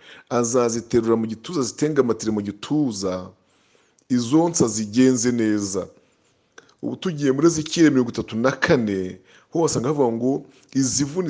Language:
Kinyarwanda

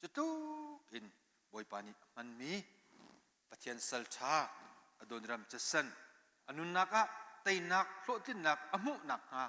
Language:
Hakha Chin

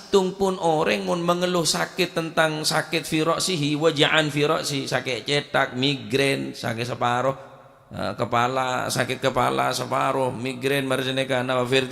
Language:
Madurese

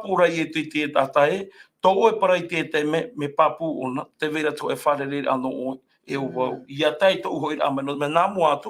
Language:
Tahitian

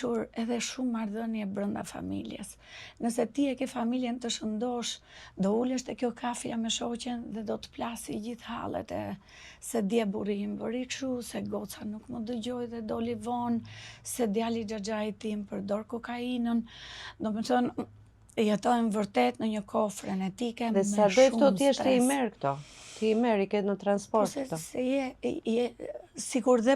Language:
Albanian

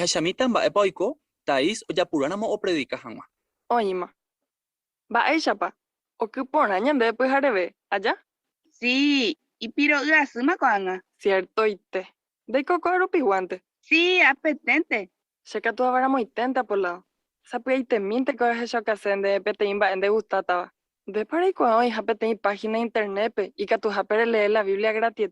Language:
Guarani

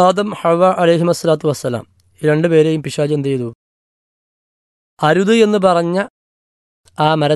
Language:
Malayalam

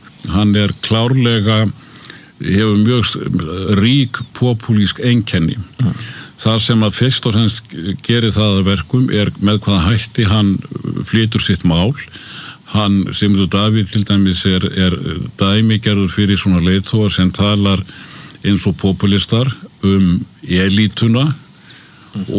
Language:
Icelandic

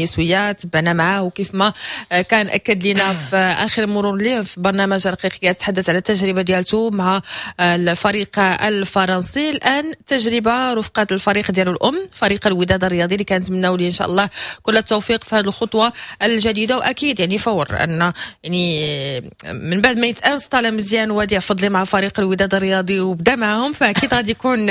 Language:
Moroccan Arabic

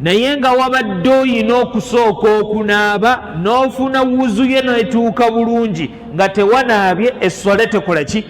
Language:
Ganda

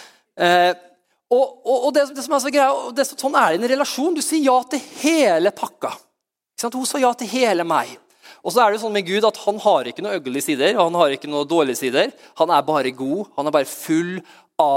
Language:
Norwegian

